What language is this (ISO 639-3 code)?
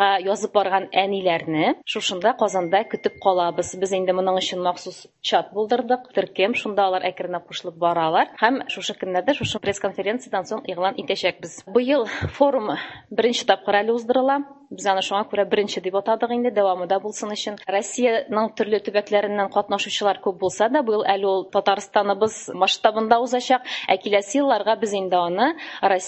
tat